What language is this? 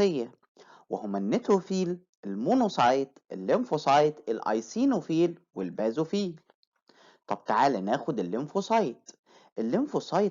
Egyptian Arabic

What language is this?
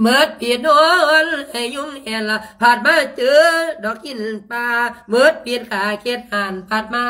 Lao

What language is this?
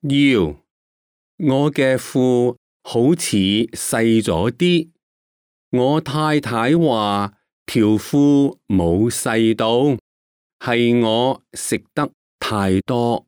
Cantonese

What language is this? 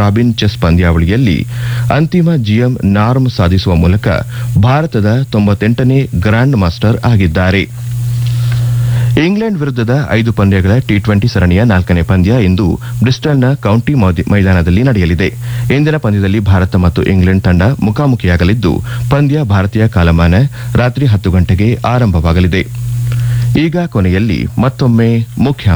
Kannada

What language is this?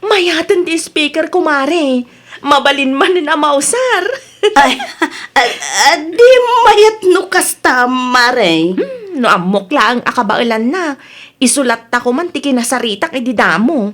Iloko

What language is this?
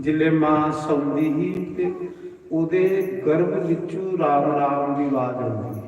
Dogri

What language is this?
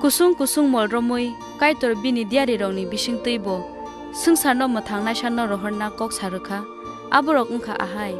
Kok Borok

